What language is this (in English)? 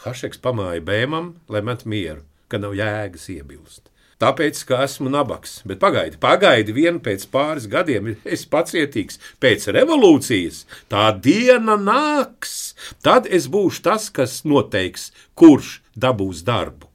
Latvian